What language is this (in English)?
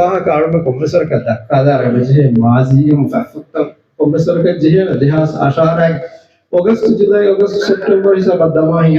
Divehi